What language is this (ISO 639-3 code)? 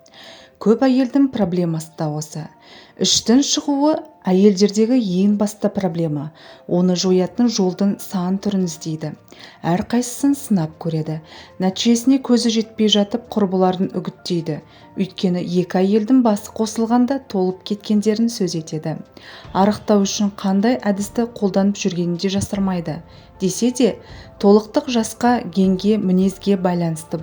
kaz